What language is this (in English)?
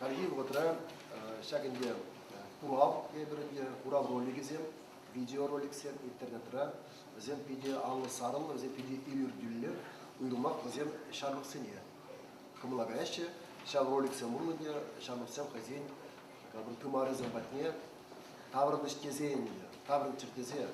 Chuvash